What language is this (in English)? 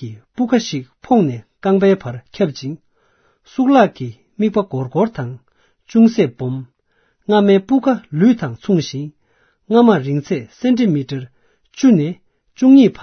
Tibetan